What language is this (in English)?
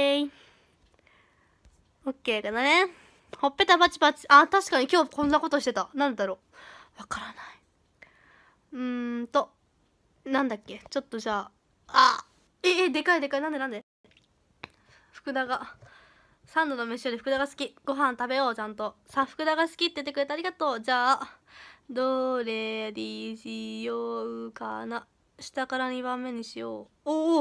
Japanese